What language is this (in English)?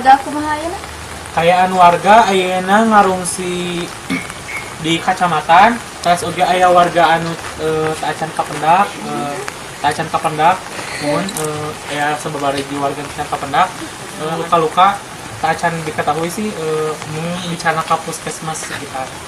Sundanese